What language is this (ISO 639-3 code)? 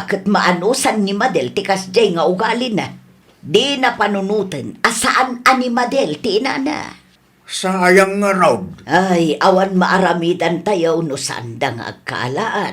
ilo